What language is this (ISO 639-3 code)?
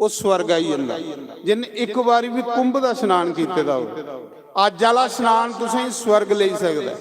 doi